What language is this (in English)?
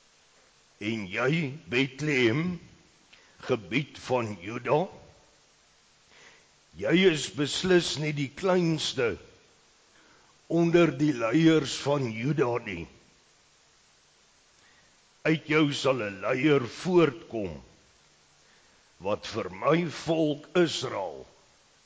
Afrikaans